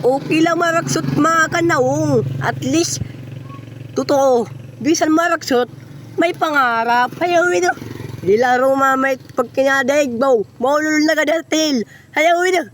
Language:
Waray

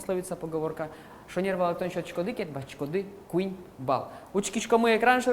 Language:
Udmurt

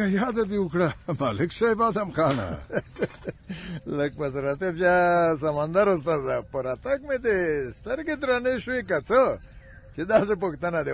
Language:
Pashto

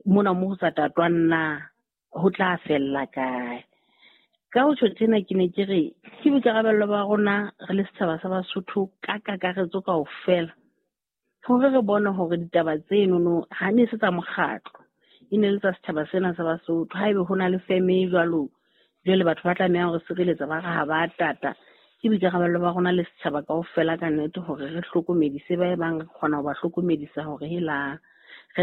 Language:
Southern Sotho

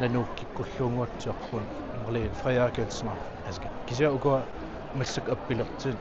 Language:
Kalaallisut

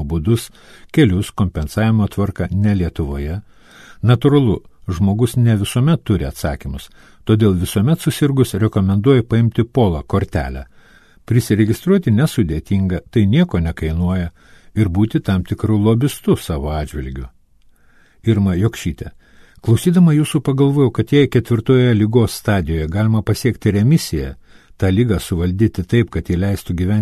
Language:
Lithuanian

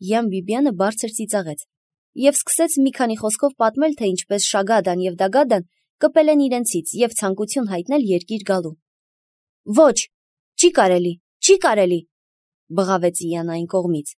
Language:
Armenian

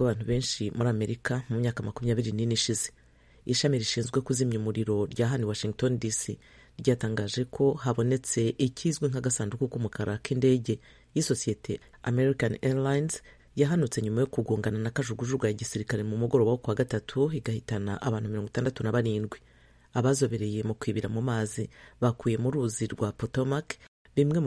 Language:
Kinyarwanda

